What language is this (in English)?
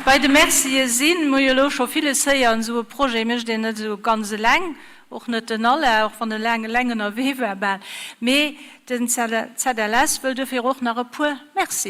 Luxembourgish